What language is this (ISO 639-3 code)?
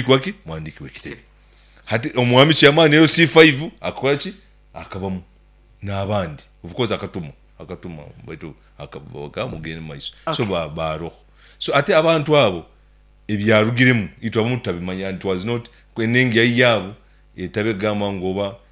nyn